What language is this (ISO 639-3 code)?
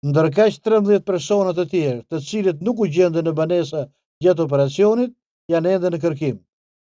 sqi